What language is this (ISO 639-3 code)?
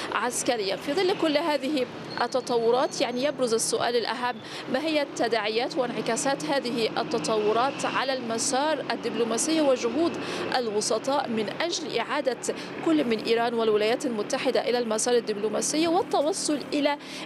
ara